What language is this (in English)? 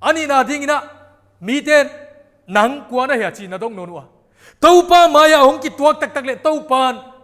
Paite Chin